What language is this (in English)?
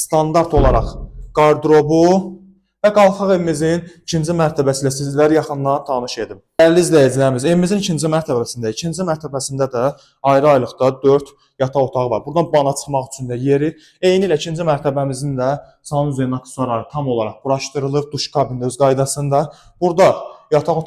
Azerbaijani